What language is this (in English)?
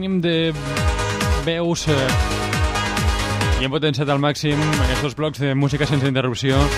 Catalan